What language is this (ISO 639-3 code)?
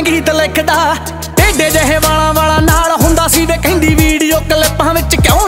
pan